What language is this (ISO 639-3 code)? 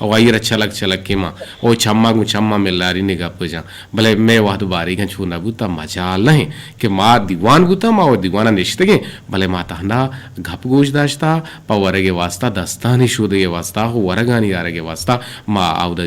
bgp